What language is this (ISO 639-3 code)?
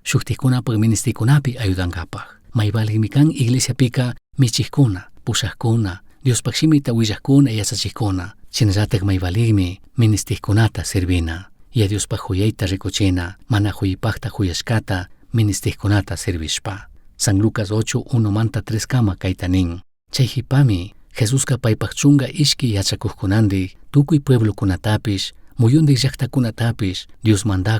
qug